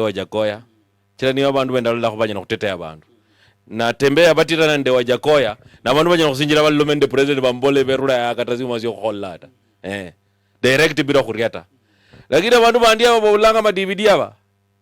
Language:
Luyia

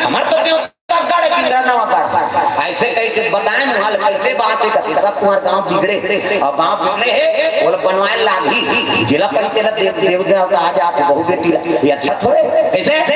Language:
Chhattisgarhi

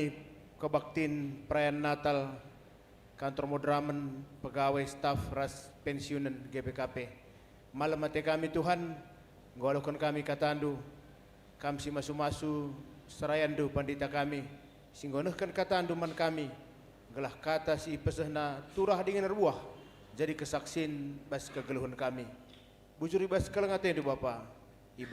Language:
Batak Karo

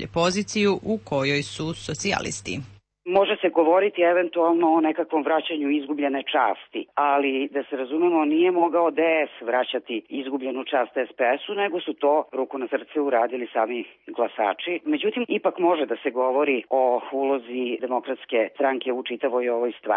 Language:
Serbian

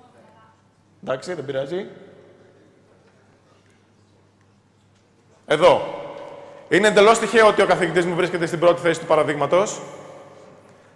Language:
Greek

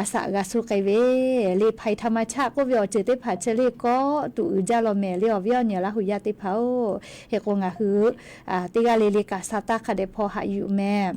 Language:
Lahu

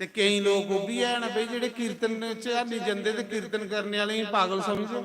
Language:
Dogri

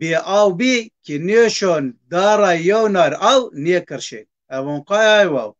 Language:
Zaza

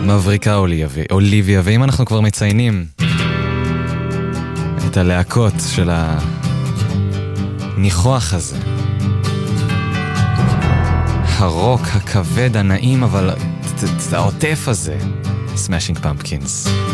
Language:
Hebrew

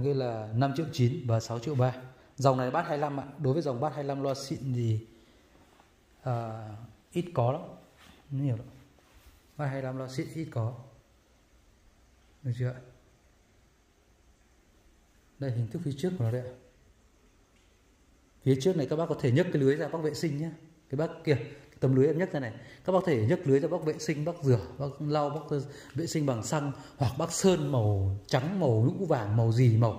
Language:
Vietnamese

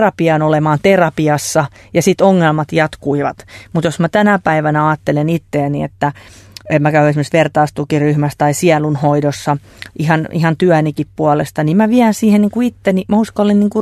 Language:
Finnish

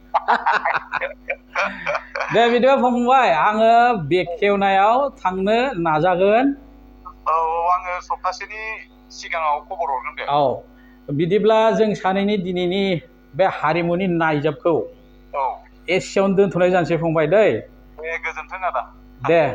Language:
Bodo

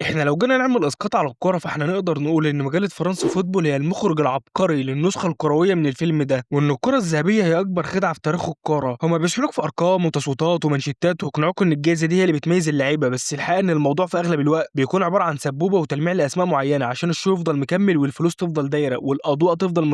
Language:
Egyptian Arabic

